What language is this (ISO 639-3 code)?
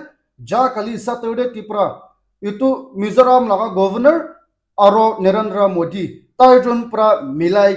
nag